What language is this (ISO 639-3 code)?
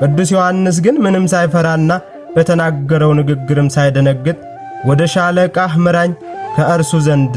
amh